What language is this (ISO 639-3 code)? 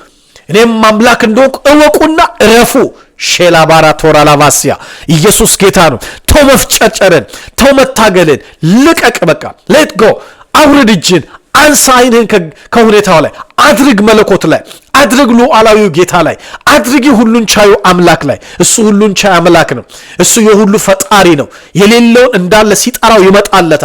amh